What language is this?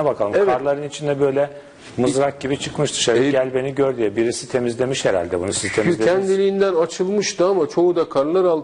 Turkish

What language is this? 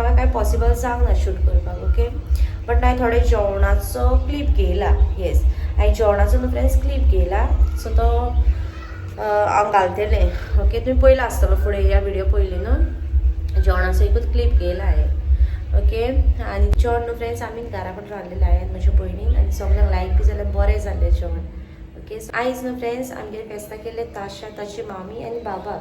Konkani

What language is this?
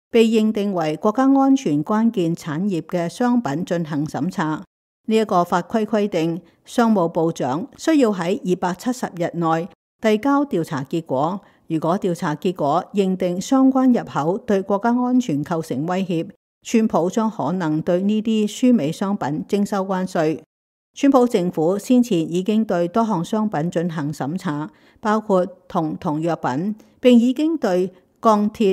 Cantonese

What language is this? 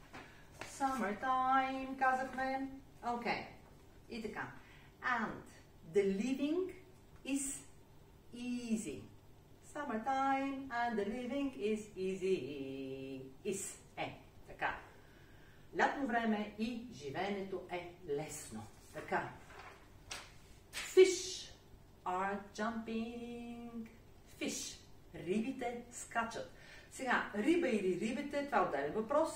Bulgarian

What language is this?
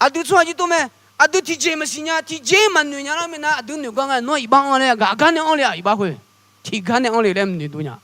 Akha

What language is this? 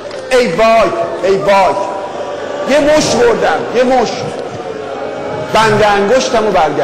Persian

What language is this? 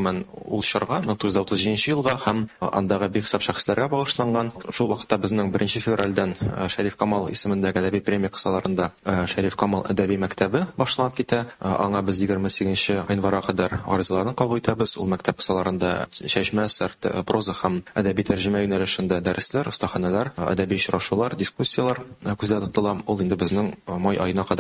Tatar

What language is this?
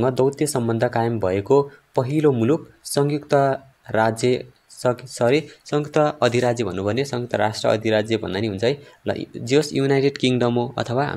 Nepali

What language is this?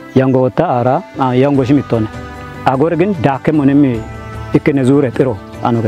Kafa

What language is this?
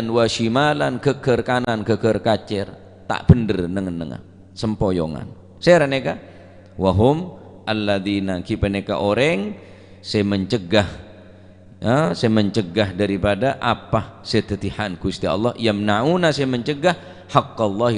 Madurese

